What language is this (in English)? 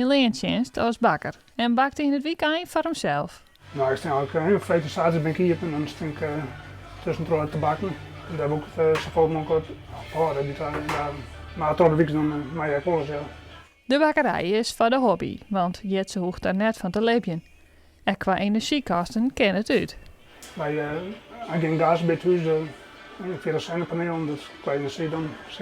Western Frisian